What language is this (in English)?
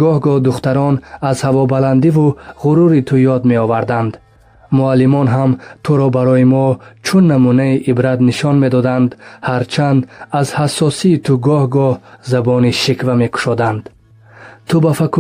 Tajik